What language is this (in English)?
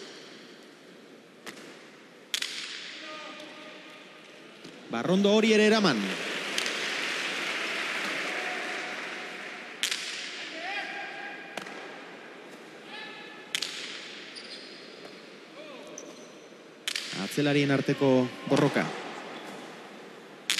Basque